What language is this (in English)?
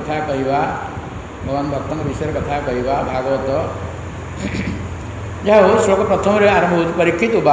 Odia